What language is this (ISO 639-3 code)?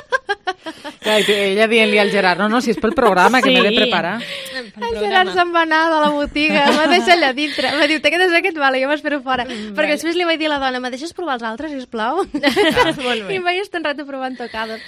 cat